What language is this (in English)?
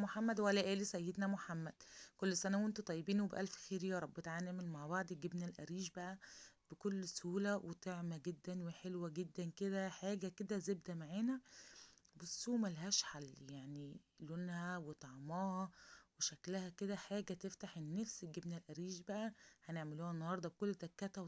Egyptian Arabic